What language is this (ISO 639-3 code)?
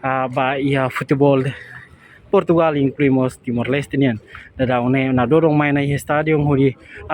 tet